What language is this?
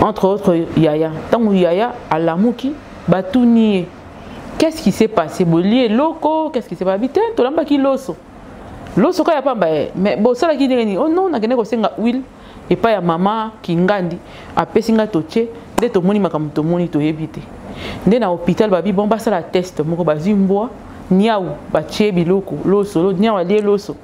Lingala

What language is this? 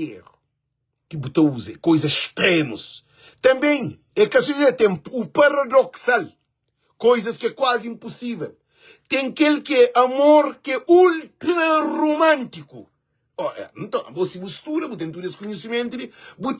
Kabuverdianu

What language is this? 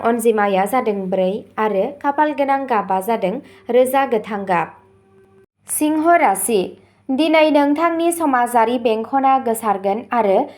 Bodo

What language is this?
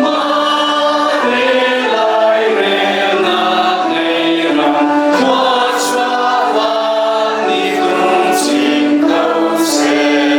Hakha Chin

